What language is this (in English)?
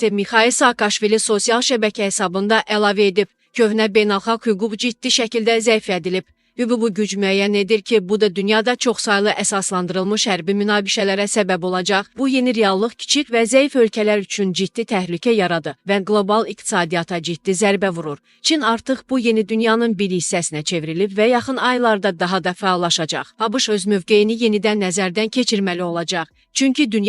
Azerbaijani